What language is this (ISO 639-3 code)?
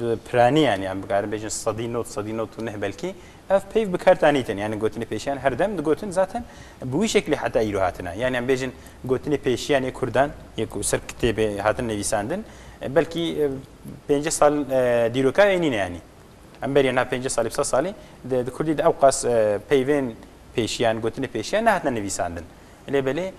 kur